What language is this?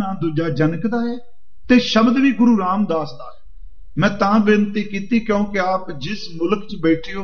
Punjabi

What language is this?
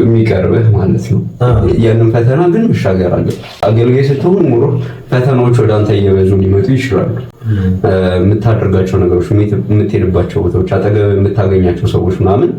Amharic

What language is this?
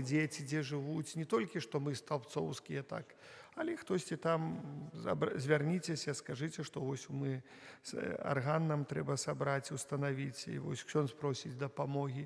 Belarusian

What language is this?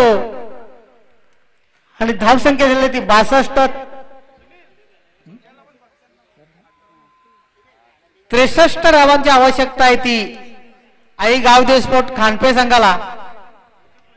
Marathi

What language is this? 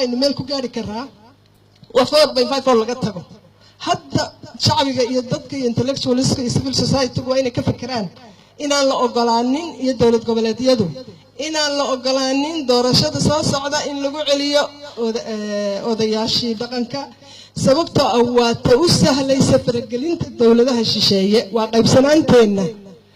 Somali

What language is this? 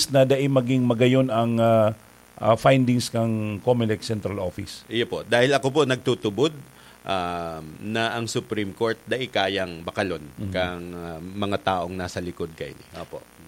Bikol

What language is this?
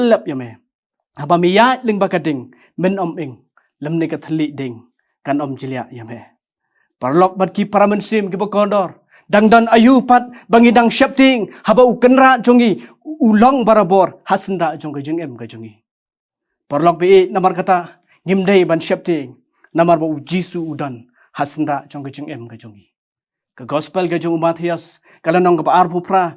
Khasi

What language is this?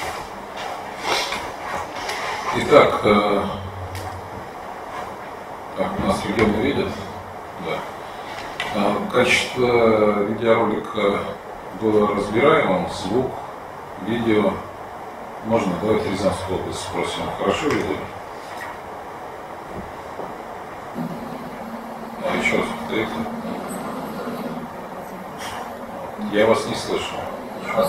Russian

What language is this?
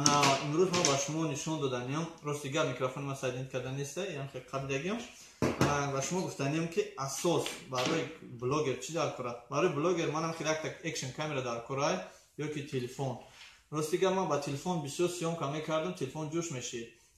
Tajik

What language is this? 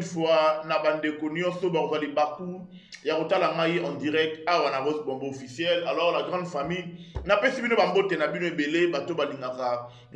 Lingala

